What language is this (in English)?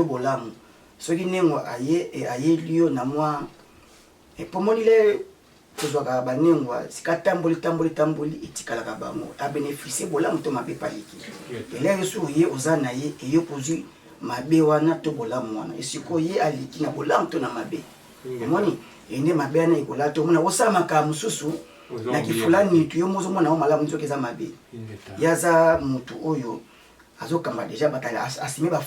Lingala